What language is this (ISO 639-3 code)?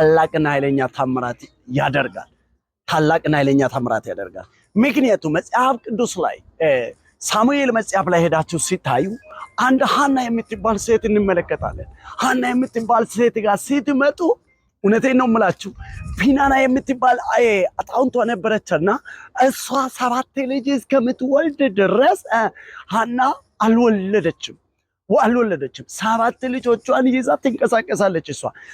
amh